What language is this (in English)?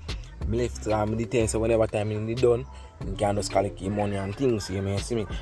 Jamaican Creole English